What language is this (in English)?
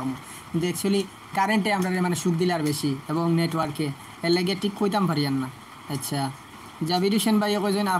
Sylheti